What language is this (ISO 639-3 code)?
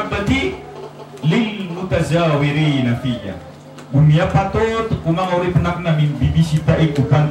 mrw